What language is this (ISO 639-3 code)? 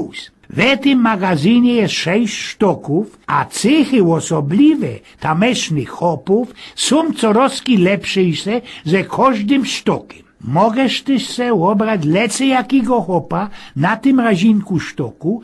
szl